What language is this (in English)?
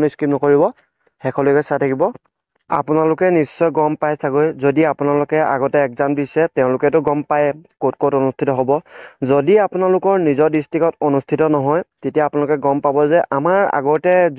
Assamese